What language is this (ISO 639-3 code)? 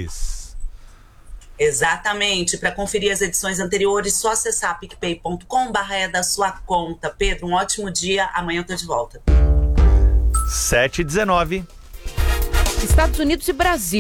por